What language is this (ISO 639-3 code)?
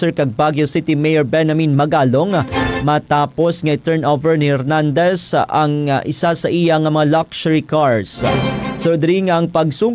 hil